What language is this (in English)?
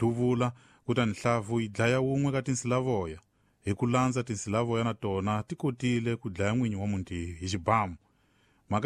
Tsonga